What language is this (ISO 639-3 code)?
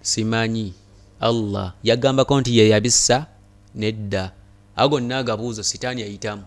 lug